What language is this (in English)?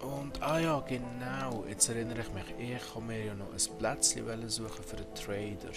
Swiss German